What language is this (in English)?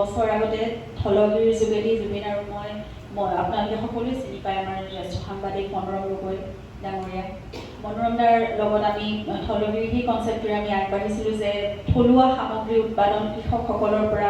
Assamese